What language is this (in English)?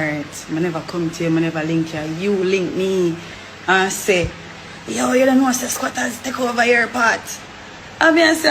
Jamaican Creole English